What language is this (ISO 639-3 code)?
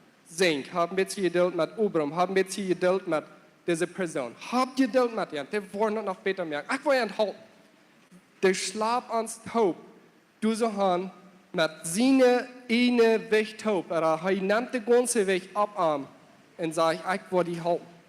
pdt